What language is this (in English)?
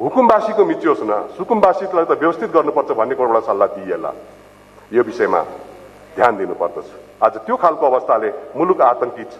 Nepali